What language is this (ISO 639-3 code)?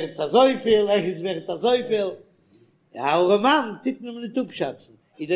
yid